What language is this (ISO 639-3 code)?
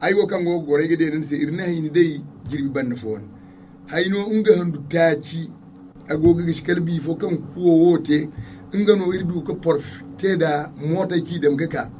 dje